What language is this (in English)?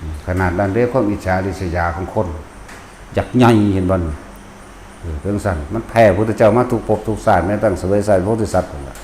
Northeastern Thai